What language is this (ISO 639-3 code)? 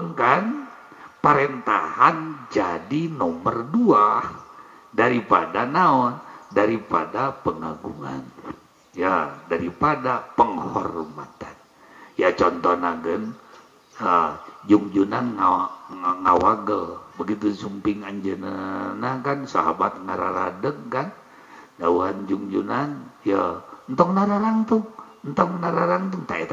sun